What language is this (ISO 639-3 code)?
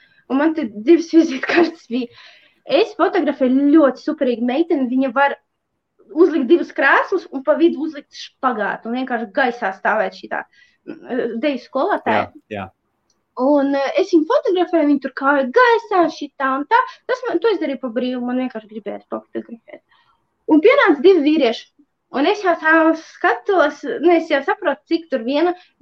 lav